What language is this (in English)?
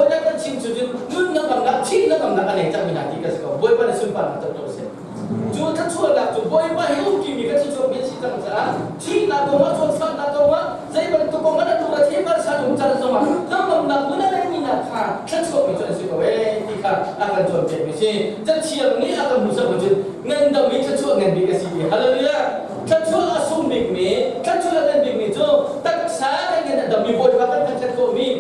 Hakha Chin